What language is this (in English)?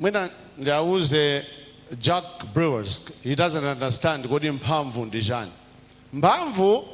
Nyanja